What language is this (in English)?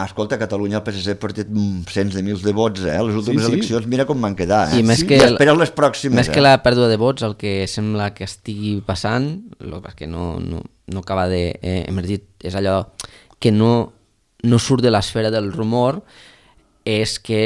Catalan